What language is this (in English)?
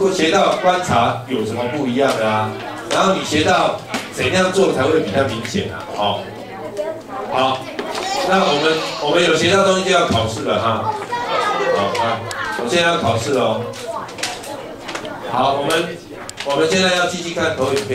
Chinese